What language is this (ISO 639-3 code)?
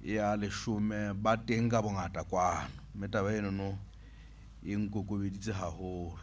sot